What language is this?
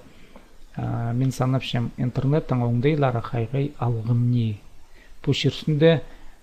Khakas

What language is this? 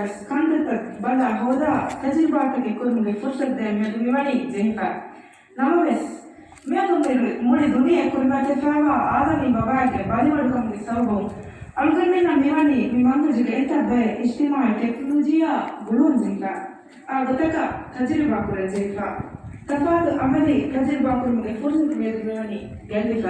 Divehi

